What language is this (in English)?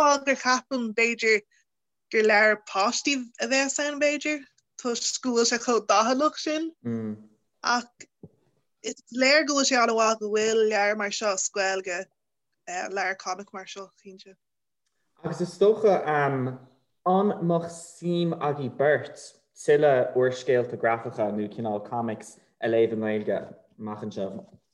Irish